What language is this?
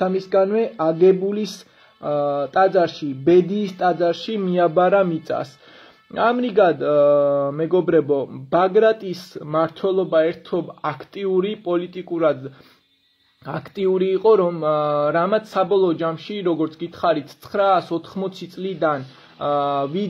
Georgian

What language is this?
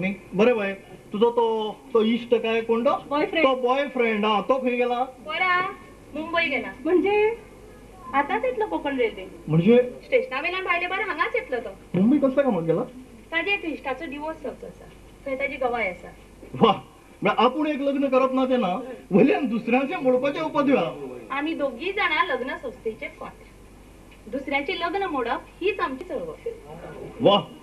Konkani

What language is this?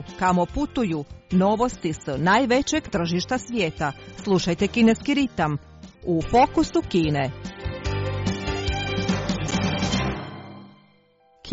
Croatian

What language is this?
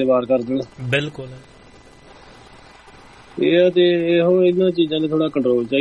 Punjabi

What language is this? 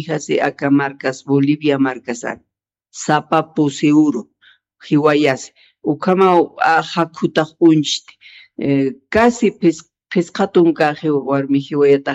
Aymara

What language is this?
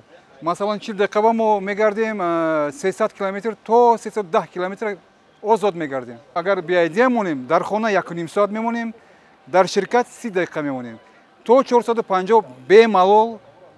Tajik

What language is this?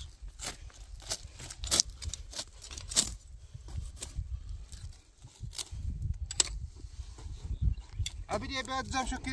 Persian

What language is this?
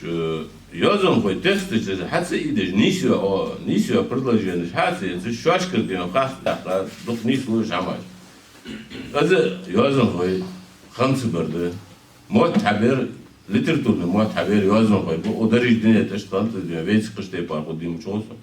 Ingush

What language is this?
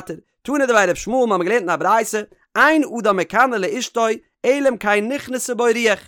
Yiddish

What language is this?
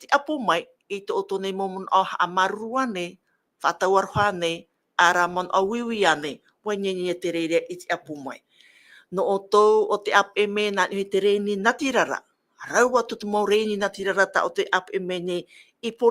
Tahitian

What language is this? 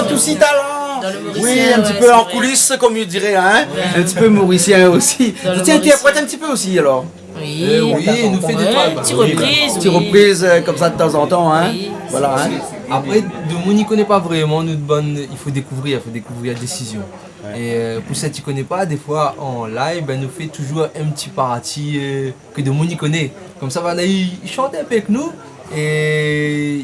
Réunion Creole French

